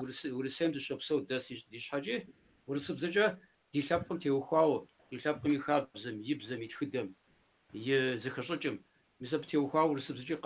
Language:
Kabardian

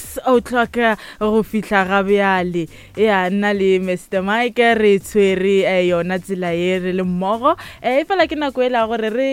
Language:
Northern Sotho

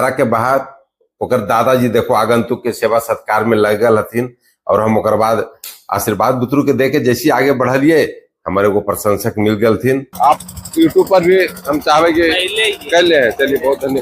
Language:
Magahi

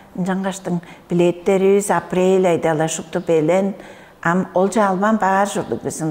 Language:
Tuvinian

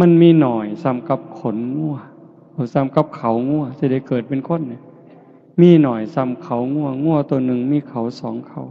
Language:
Northeastern Thai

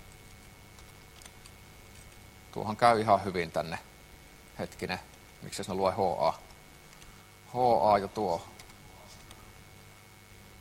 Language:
Finnish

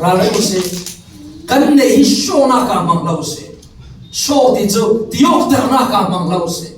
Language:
Falam Chin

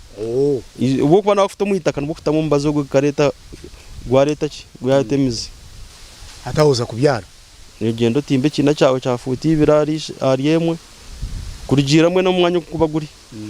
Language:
Nyankole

